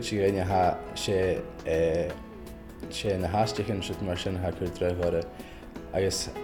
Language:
Scottish Gaelic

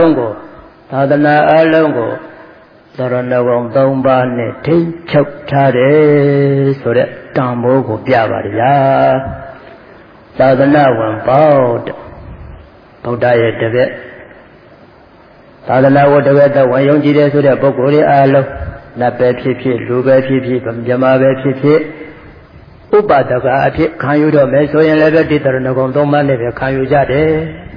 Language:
Burmese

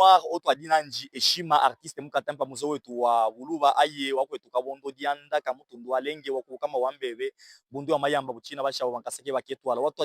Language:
Luba-Katanga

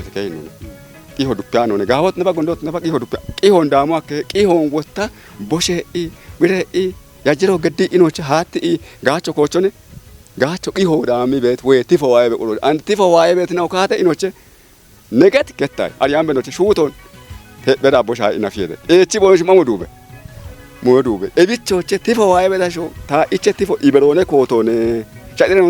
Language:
Kafa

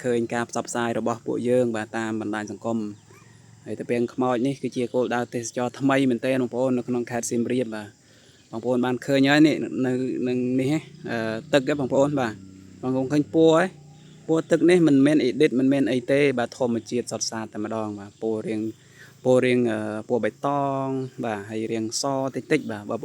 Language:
Khmer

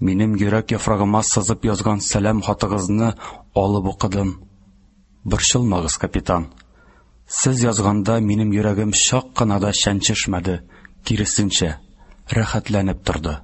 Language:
Tatar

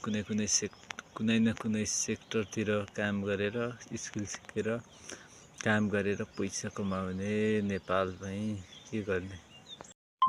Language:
Nepali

